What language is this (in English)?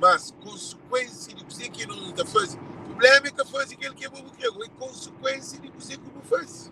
Kabuverdianu